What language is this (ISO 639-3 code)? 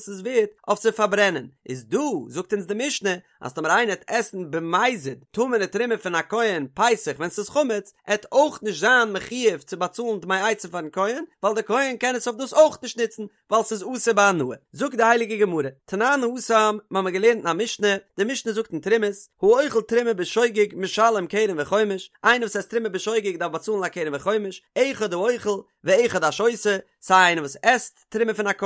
yid